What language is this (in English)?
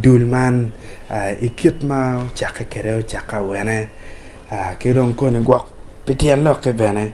Acoli